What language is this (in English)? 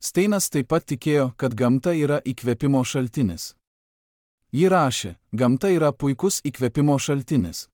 Lithuanian